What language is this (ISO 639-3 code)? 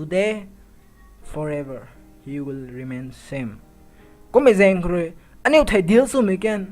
nbu